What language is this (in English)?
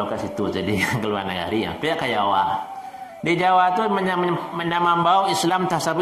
Minangkabau